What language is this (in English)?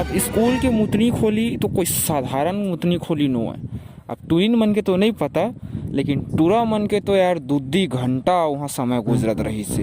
Chhattisgarhi